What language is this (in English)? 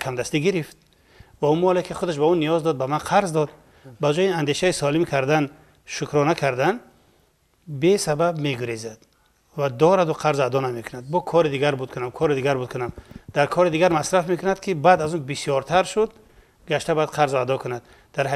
Persian